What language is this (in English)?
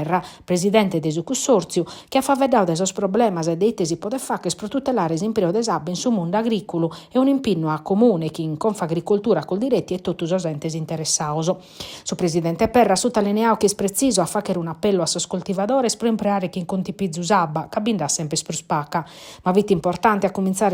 Sardinian